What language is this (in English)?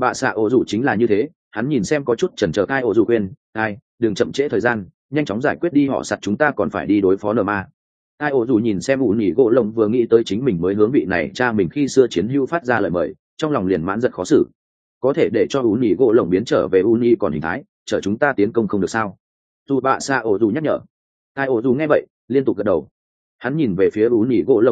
Vietnamese